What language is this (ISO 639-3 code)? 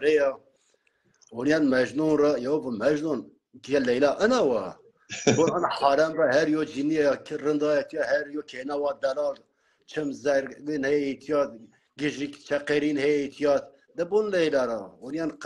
zza